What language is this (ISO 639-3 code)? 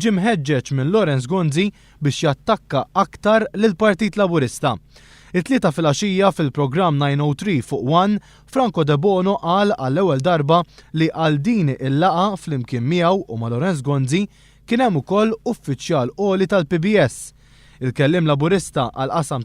mlt